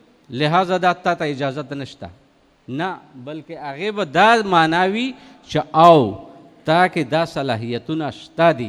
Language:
Pashto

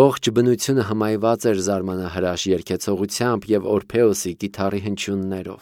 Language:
Armenian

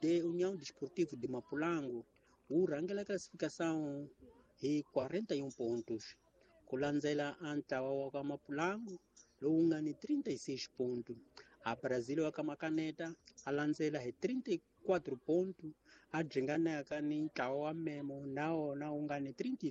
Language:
Tsonga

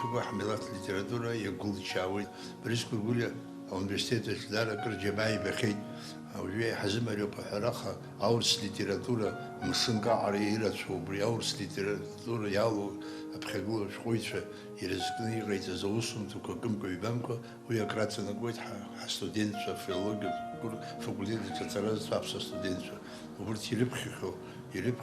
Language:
Abkhazian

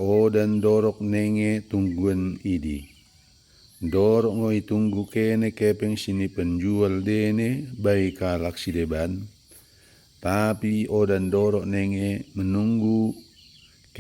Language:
Batak Dairi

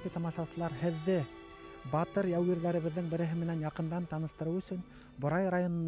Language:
Bashkir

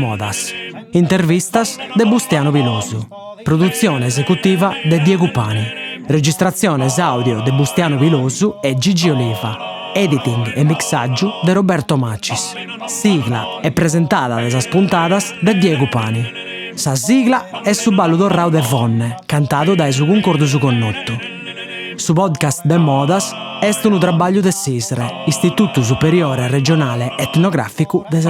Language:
Sardinian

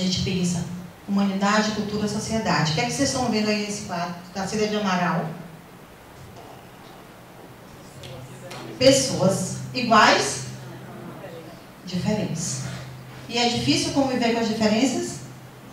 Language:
Portuguese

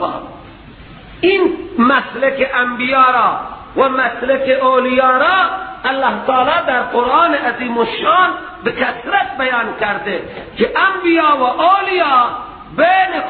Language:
Persian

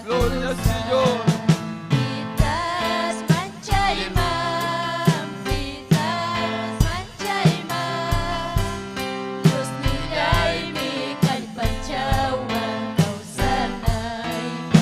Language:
Ayacucho Quechua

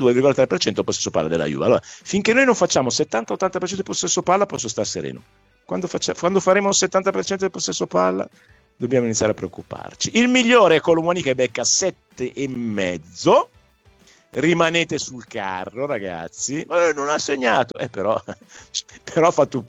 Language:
Italian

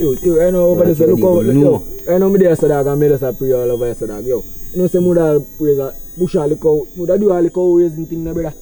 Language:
Jamaican Creole English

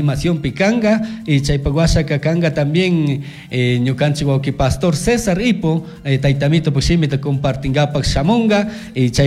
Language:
Chimborazo Highland Quichua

